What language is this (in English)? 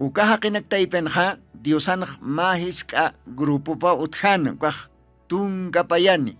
Aymara